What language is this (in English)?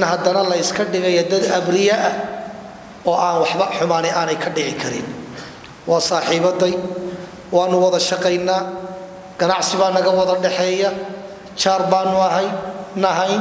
Somali